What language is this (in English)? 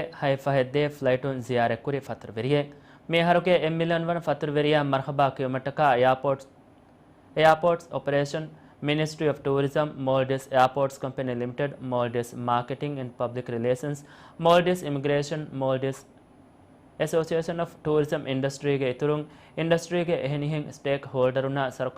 Divehi